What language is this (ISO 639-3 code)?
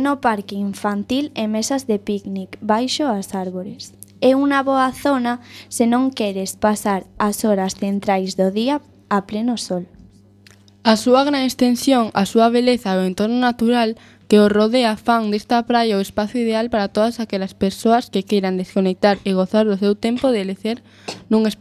glg